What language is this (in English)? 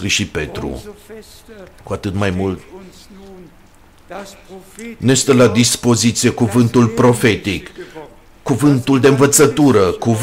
Romanian